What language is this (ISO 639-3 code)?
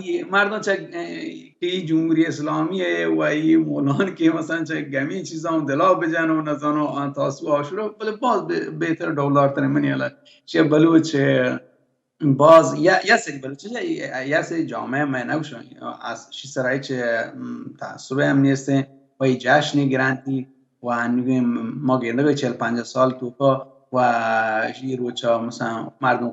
bal